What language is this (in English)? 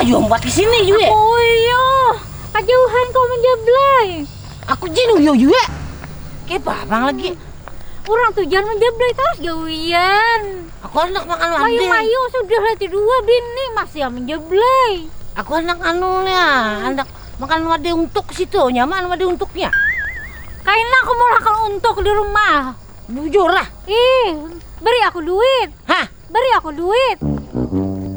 Banjar